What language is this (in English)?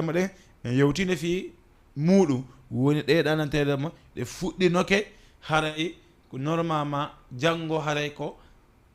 Fula